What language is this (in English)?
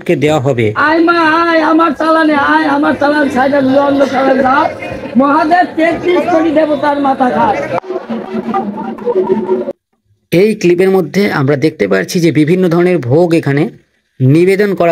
Bangla